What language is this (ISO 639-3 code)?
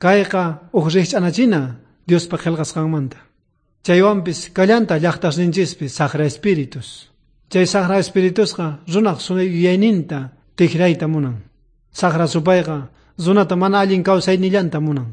quh